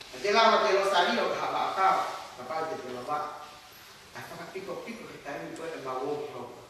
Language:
Tongan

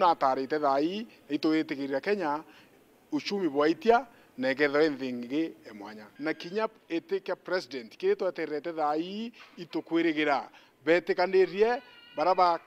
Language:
Meru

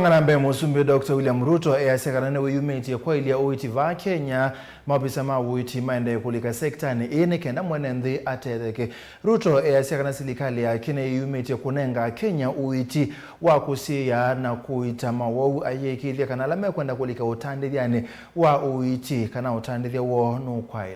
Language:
Kamba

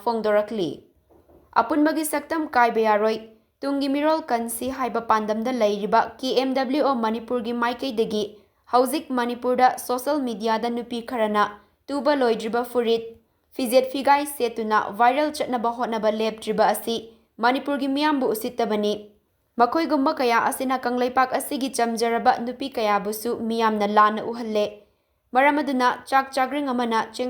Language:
Manipuri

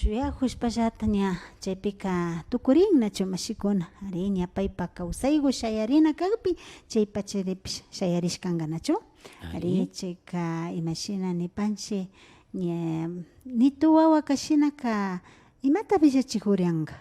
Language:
Imbabura Highland Quichua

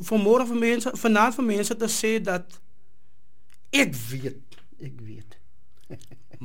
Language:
Afrikaans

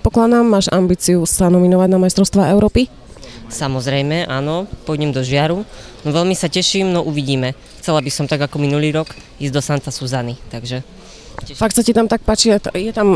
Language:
Slovak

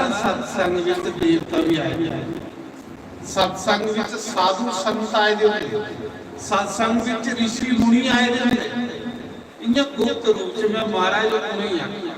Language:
Dogri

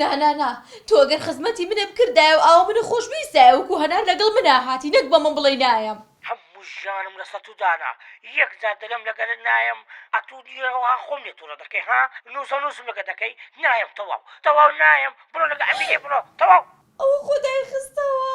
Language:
Central Kurdish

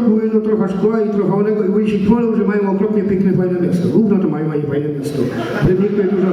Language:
Silesian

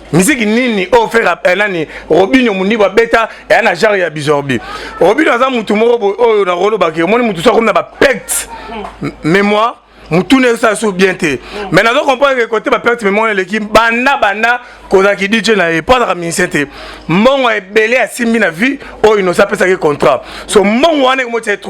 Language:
Lingala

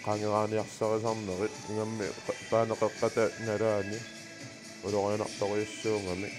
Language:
Kalaallisut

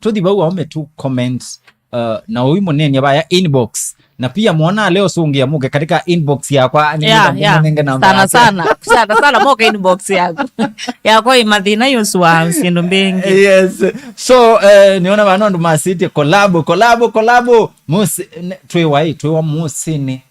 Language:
Kamba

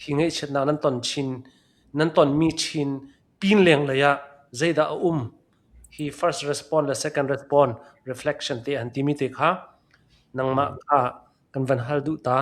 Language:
Hakha Chin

